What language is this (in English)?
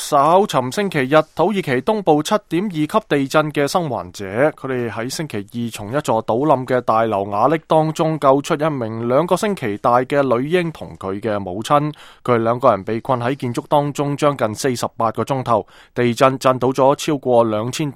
Cantonese